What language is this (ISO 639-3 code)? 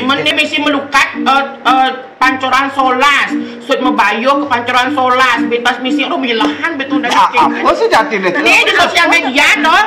ban